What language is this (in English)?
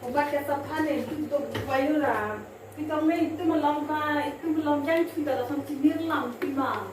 Karbi